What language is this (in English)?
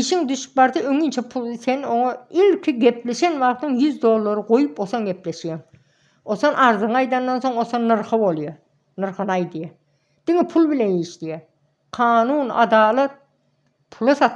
Turkmen